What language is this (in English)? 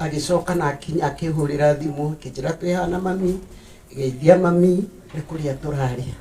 Kikuyu